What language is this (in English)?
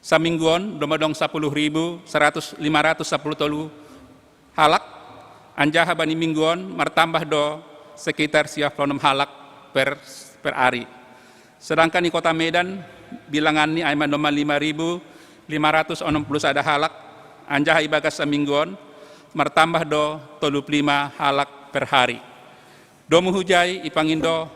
Batak Simalungun